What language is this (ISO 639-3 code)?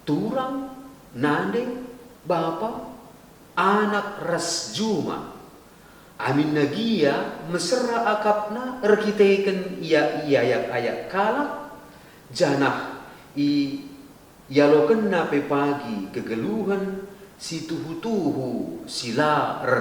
btx